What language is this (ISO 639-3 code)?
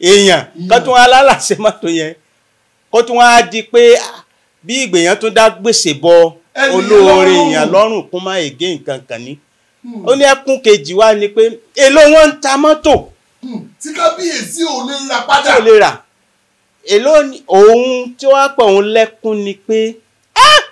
yor